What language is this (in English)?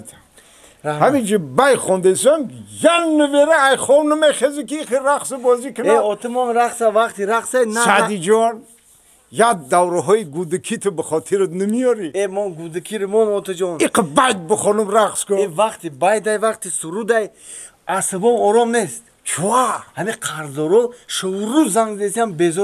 Tajik